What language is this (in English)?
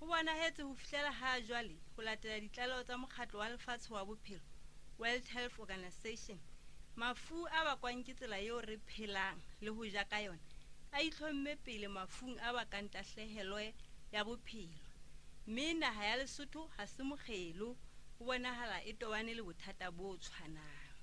Southern Sotho